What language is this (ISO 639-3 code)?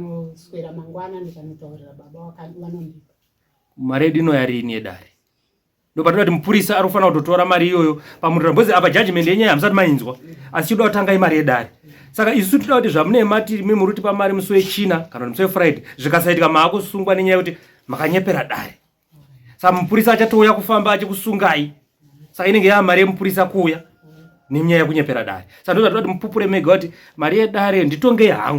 sna